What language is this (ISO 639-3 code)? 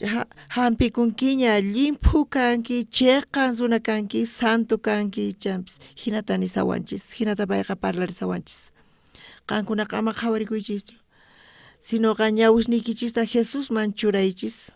quh